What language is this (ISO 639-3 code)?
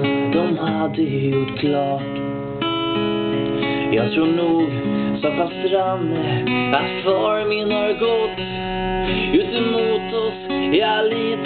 swe